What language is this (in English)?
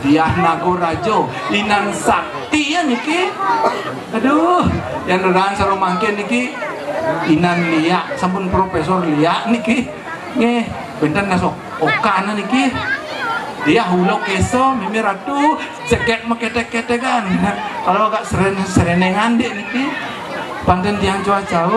Balinese